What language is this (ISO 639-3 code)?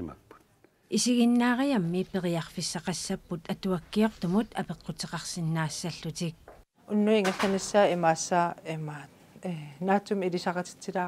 kal